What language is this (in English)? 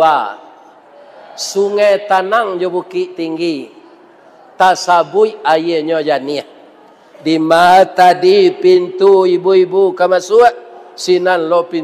Minangkabau